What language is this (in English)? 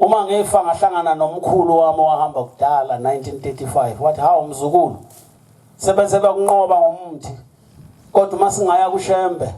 Zulu